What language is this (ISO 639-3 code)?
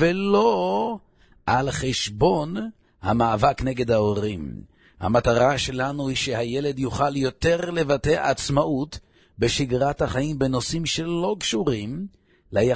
heb